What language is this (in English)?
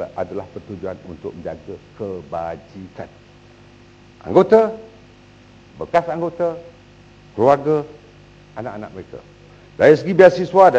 Malay